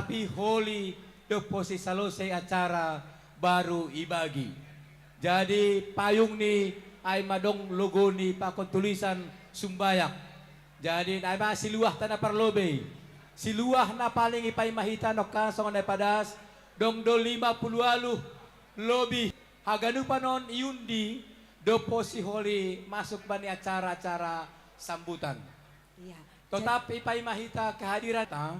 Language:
Batak Simalungun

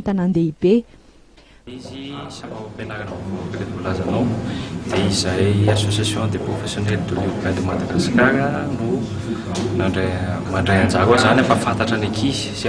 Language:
Malagasy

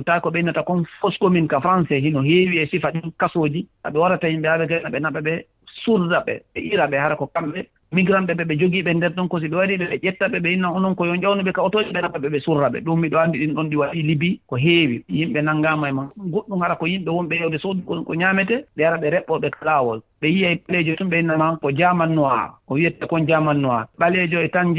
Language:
Fula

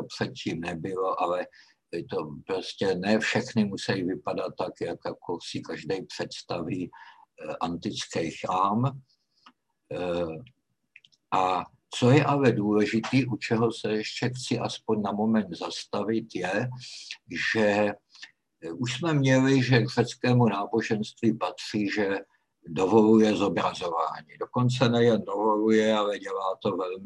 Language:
Czech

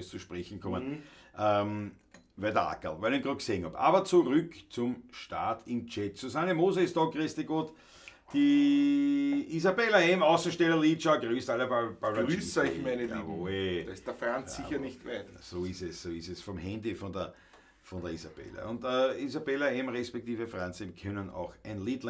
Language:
Bavarian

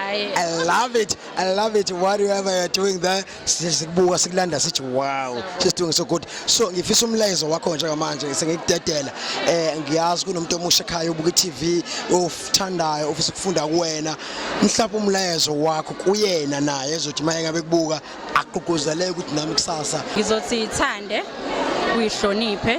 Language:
Zulu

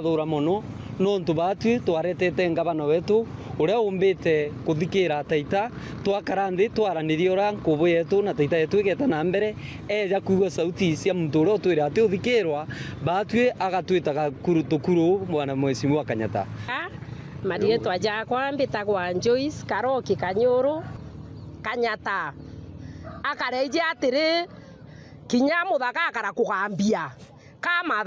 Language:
Meru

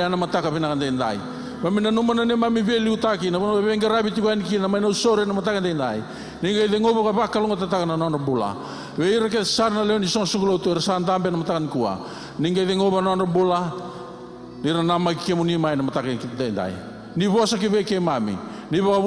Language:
Fijian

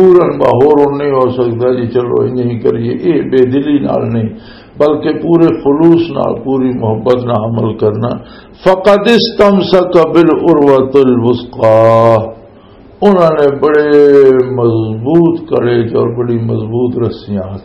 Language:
Western Panjabi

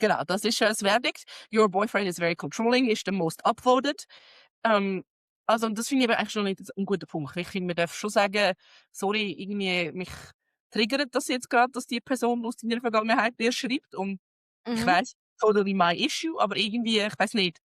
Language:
Swiss German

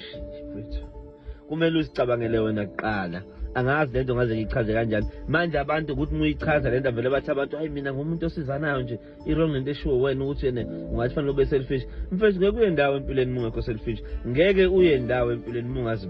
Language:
Zulu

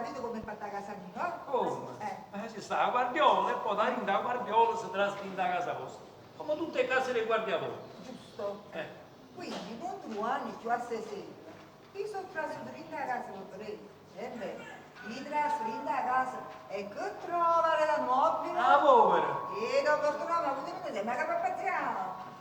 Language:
Neapolitan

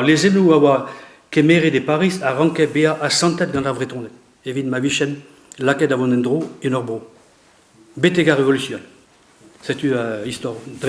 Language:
Breton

